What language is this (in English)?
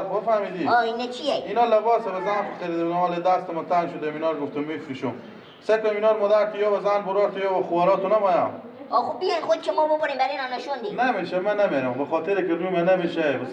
Persian